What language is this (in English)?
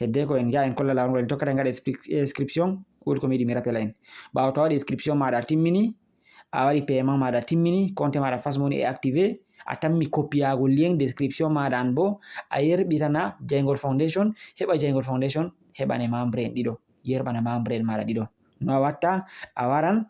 Fula